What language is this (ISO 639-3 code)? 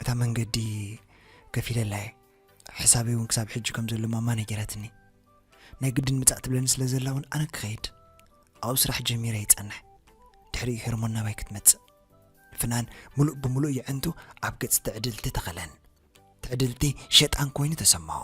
tir